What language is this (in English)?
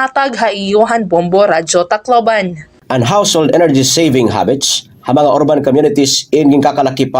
Waray